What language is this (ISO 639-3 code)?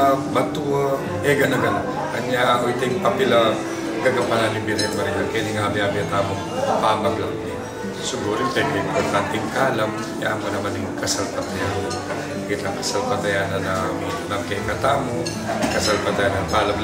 pam